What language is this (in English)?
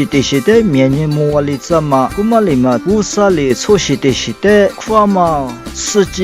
Lisu